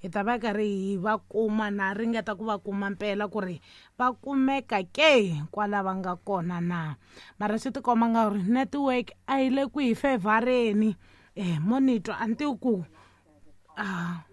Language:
Tsonga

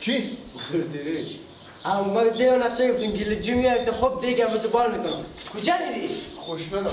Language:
Persian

